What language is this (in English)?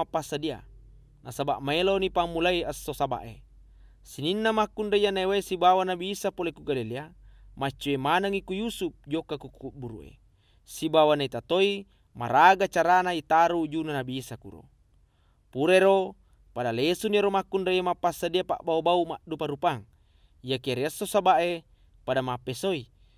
Buginese